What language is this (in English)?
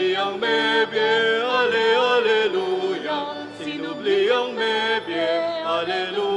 Pampanga